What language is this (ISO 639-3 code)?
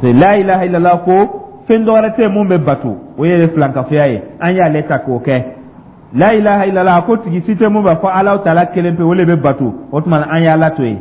dyu